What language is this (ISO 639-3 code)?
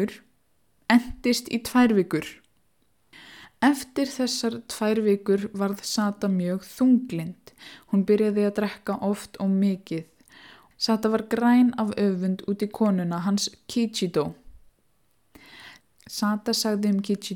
isl